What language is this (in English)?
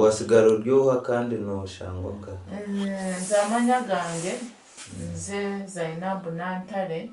Nyankole